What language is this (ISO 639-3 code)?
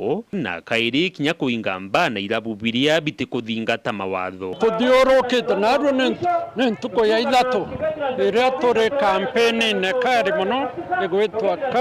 mer